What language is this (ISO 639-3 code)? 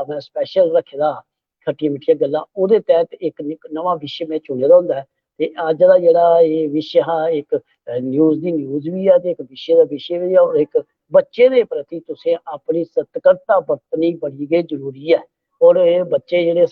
doi